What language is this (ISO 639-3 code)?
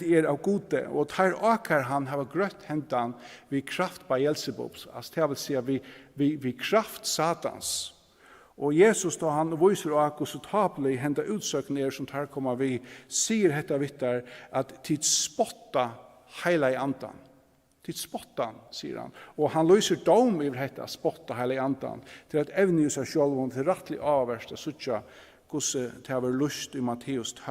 fao